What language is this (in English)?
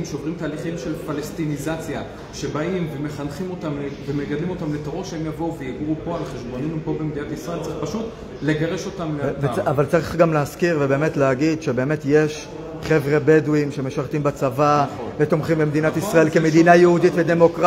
Hebrew